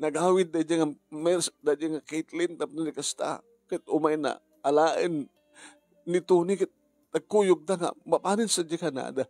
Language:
Iloko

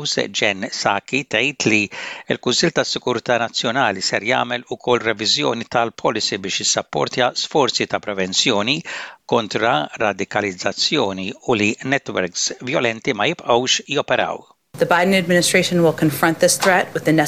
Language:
Maltese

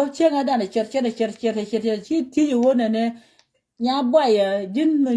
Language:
Nuer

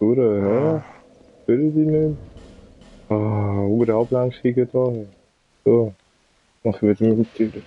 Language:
Swiss German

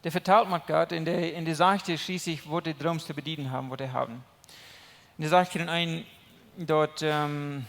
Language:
Plautdietsch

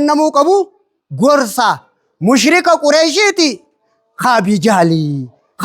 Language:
Oromo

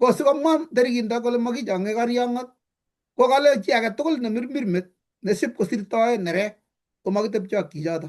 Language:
Kalenjin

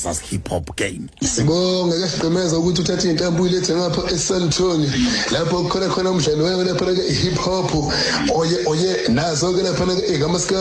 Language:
Zulu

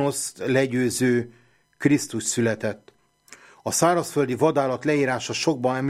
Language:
Hungarian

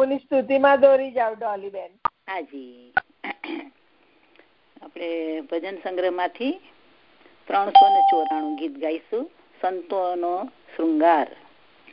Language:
Gujarati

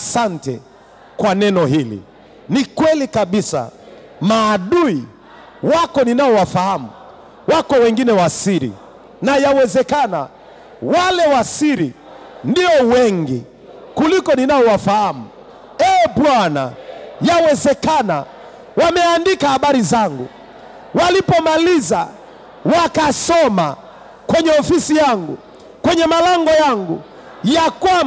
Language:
Swahili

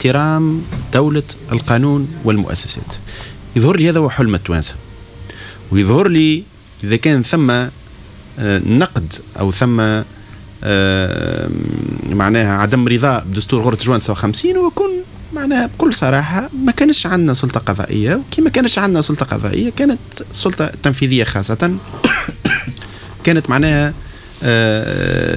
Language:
Tunisian Arabic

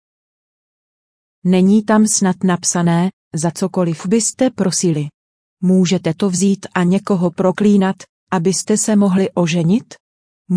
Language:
Czech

